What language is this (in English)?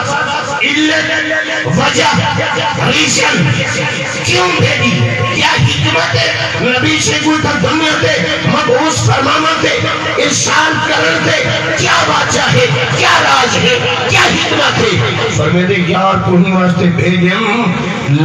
Saraiki